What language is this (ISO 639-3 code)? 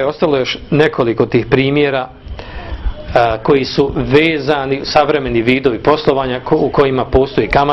bos